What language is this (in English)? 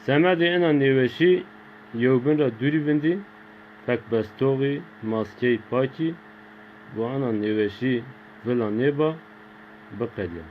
Zaza